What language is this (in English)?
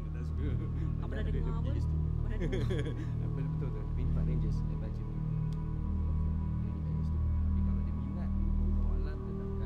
Malay